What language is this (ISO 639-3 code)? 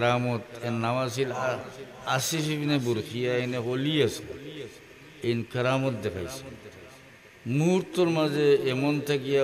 syl